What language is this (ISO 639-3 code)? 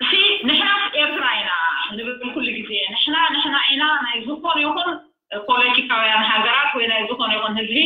tir